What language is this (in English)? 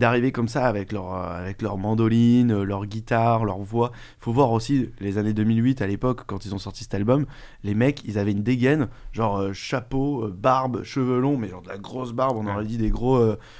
French